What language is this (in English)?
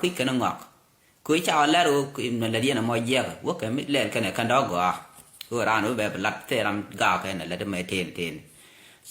Nuer